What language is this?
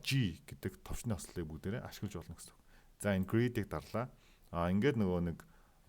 Mongolian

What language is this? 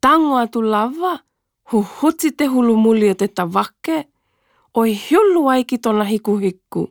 Tokelau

